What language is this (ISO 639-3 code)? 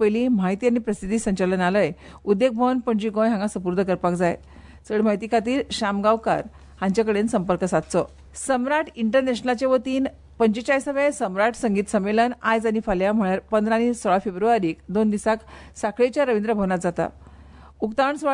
kok